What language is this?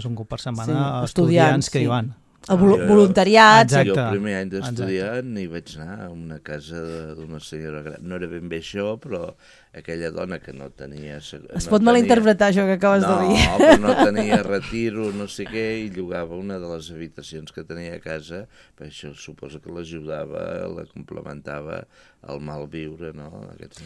Catalan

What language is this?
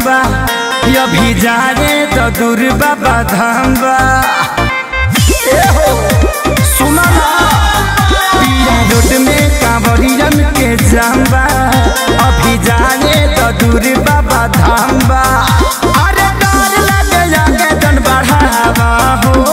Bhojpuri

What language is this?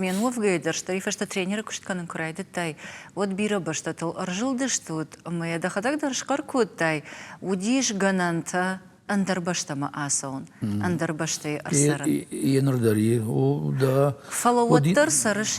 Ossetic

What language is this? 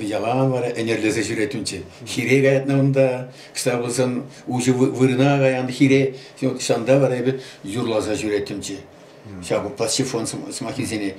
Chuvash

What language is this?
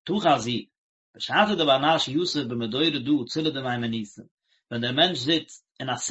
Yiddish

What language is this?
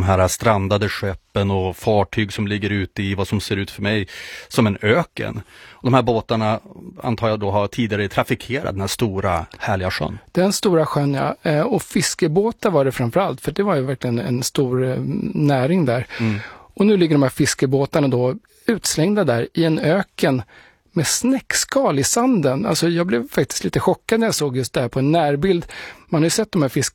Swedish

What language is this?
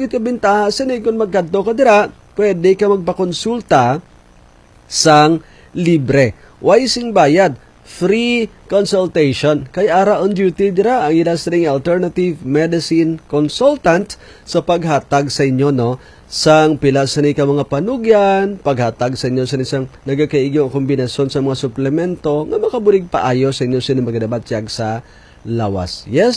Hiligaynon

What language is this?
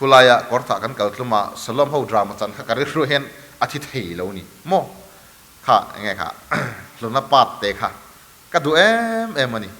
Mizo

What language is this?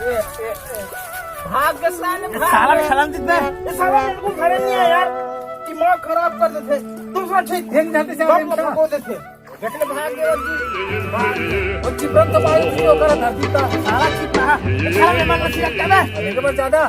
Chhattisgarhi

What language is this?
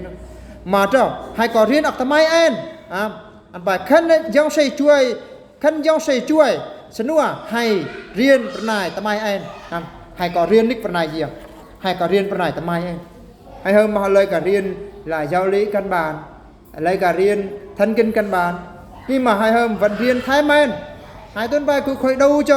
Eastern Bru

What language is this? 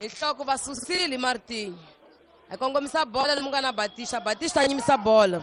Tsonga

